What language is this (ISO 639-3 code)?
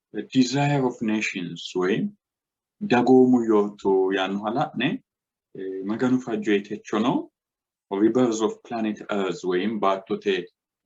sid